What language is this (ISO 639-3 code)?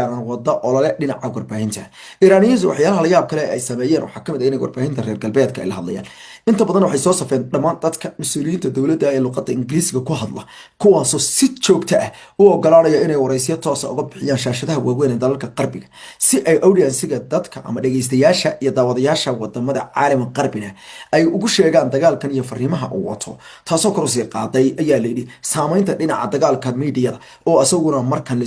som